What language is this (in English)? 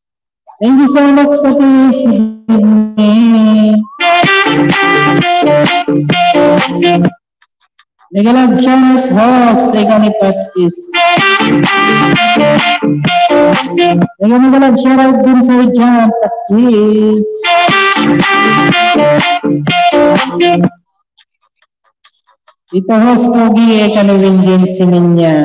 Filipino